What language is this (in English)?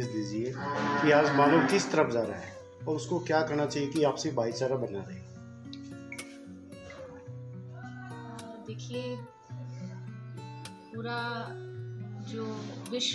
Hindi